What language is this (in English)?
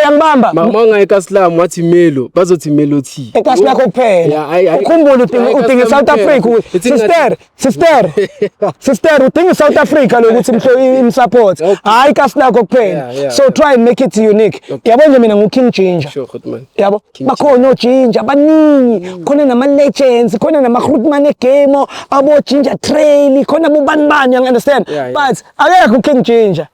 Zulu